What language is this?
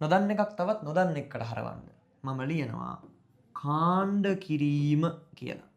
Sinhala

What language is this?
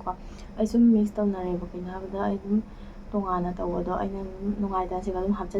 Manipuri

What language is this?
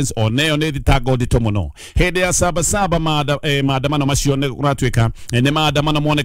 Kikuyu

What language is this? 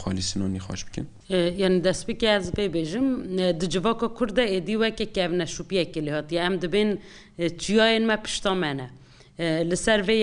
Kurdish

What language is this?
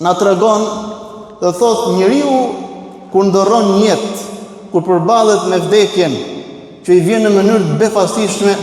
Albanian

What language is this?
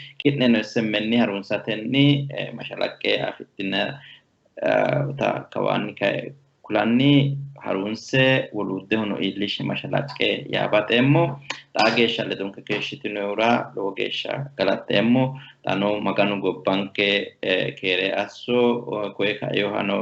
Sidamo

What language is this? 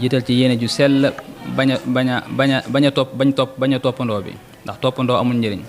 Wolof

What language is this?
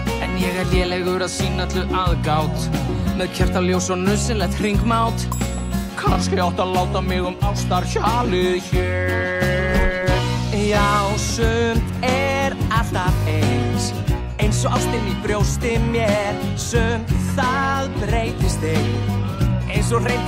Icelandic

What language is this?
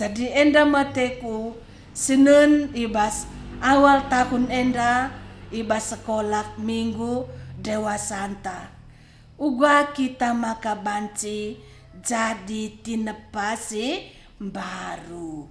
Batak Karo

